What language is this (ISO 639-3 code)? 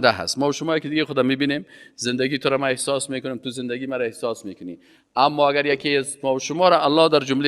fas